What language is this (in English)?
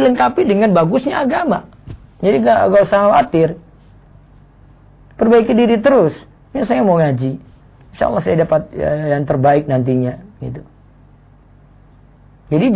Indonesian